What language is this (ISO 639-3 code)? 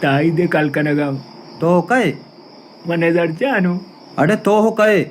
bal